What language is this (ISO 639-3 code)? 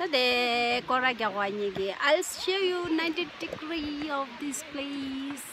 bod